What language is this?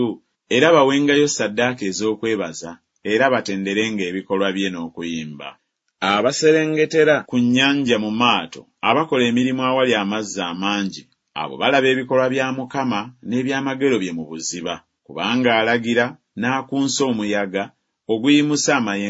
Ganda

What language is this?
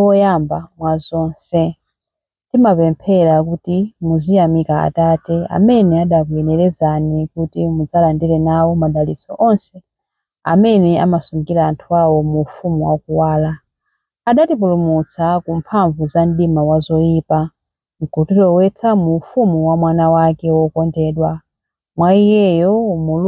Nyanja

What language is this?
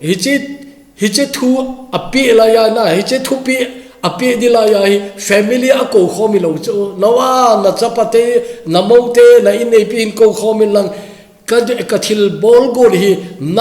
Thado Chin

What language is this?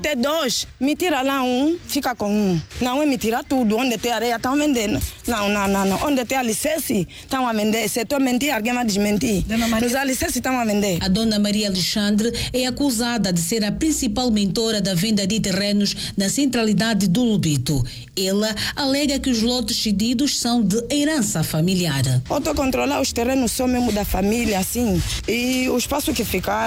Portuguese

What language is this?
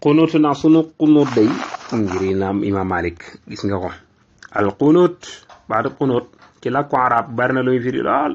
Wolof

